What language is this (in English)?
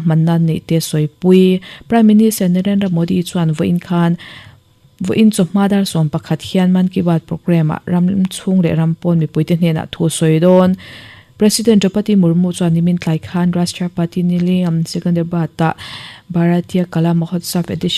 Mizo